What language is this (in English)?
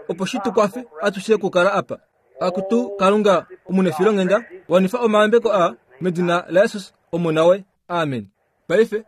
Kuanyama